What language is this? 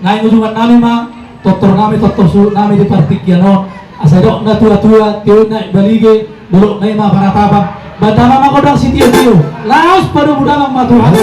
Batak Toba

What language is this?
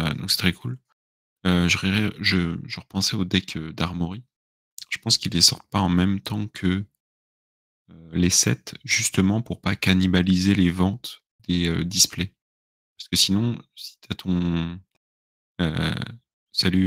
French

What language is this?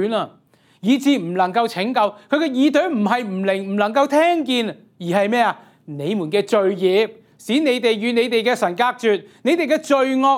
Cantonese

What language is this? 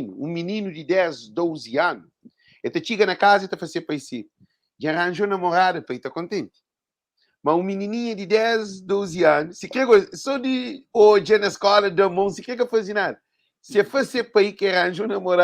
Kabuverdianu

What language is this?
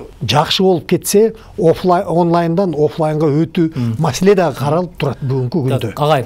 Kyrgyz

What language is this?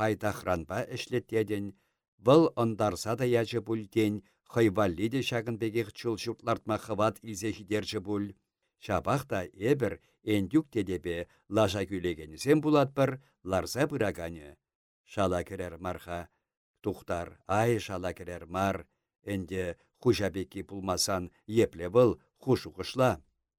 Chuvash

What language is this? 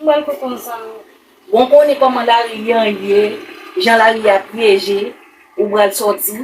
Haitian Creole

